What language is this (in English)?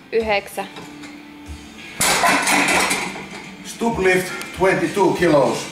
Finnish